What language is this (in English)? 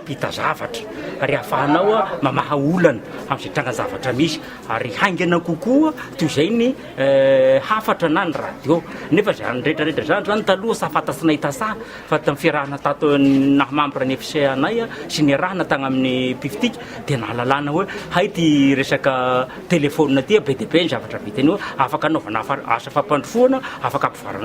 Malagasy